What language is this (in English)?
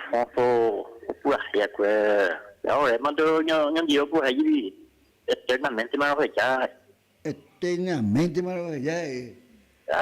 Guarani